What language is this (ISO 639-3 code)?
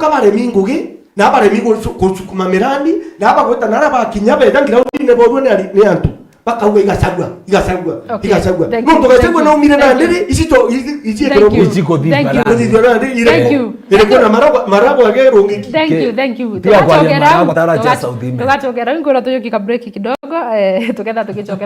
mer